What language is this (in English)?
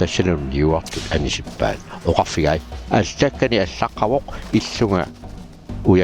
Kalaallisut